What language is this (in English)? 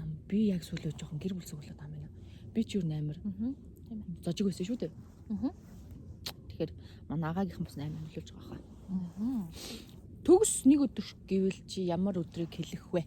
Mongolian